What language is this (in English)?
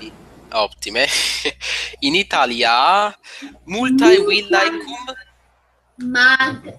Latin